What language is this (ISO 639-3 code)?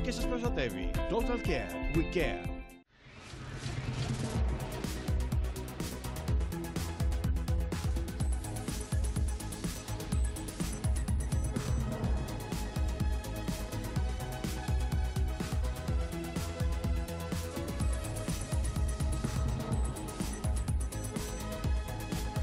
ell